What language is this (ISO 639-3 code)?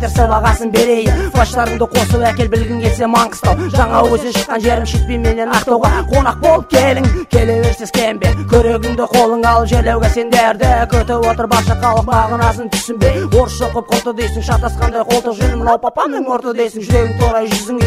kaz